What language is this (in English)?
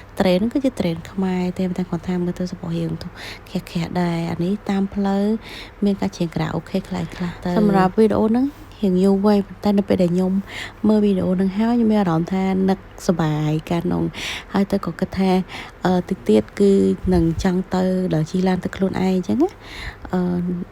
Khmer